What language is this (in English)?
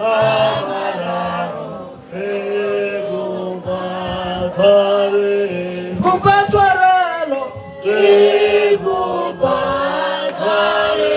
Northern Sotho